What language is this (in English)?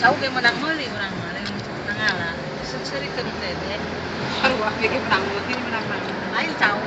Sundanese